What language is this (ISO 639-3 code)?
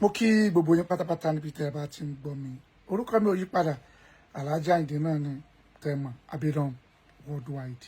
yor